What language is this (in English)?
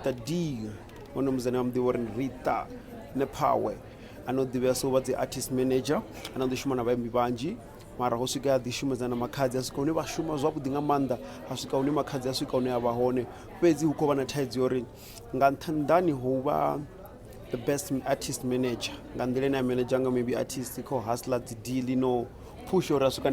Venda